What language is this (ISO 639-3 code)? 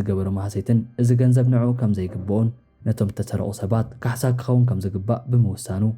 tir